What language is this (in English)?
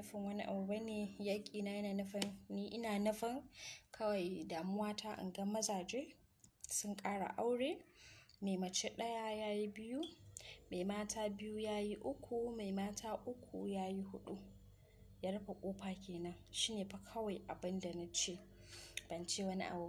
Hausa